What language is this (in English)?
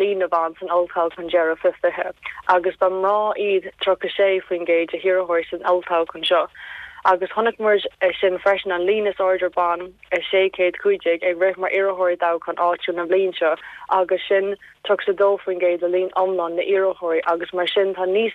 Irish